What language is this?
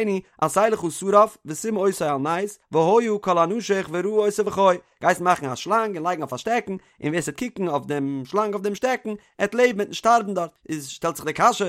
Yiddish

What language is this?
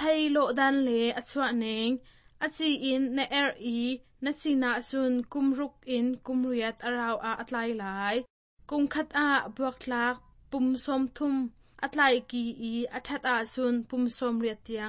Hakha Chin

